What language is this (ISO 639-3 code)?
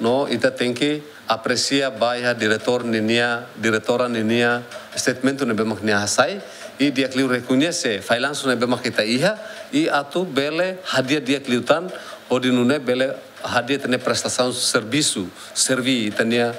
tet